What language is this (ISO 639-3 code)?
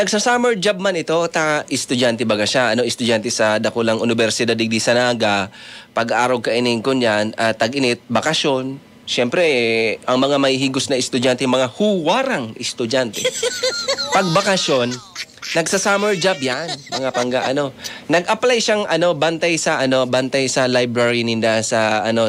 bik